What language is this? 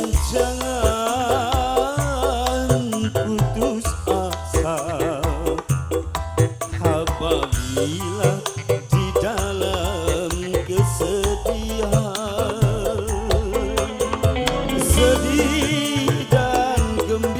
Indonesian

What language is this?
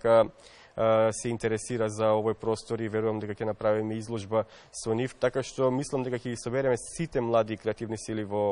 Macedonian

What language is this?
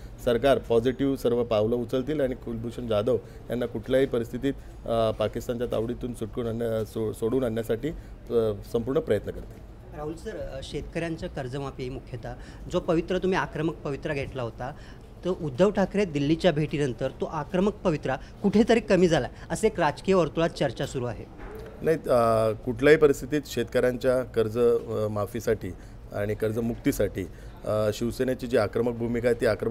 Marathi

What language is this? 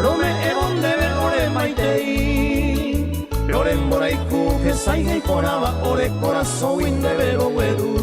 Guarani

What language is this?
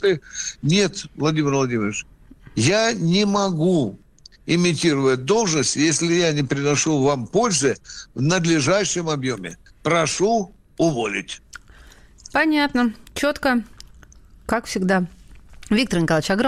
Russian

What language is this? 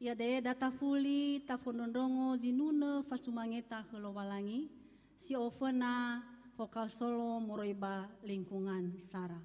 Nias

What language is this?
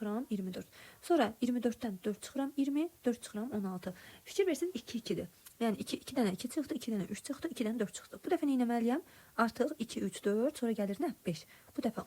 Azerbaijani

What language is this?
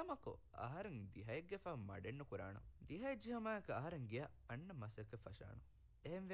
Divehi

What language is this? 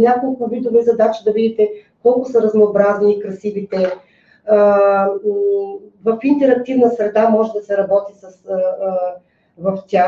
Bulgarian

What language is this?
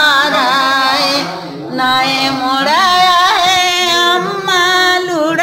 Bhojpuri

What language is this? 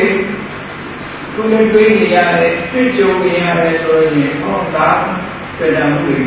Burmese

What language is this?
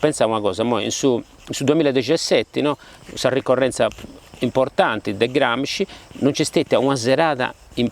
Sardinian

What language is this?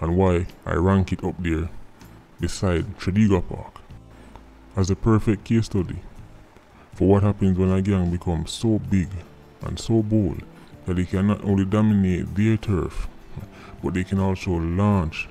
Jamaican Creole English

